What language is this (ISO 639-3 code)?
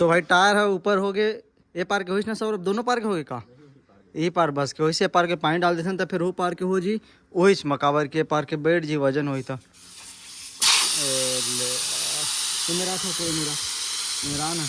hne